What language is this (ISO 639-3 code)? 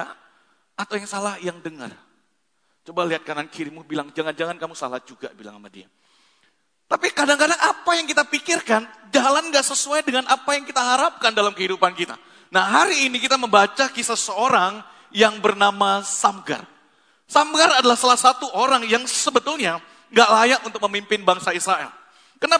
ind